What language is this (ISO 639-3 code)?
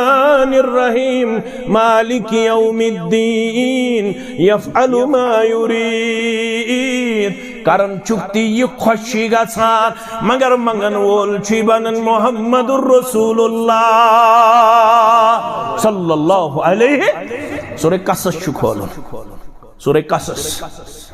kas